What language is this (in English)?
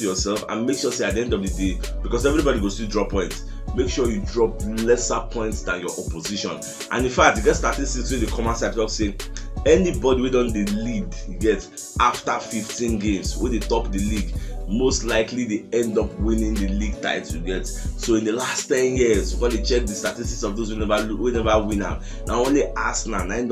Nigerian Pidgin